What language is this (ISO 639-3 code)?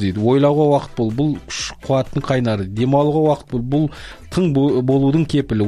kaz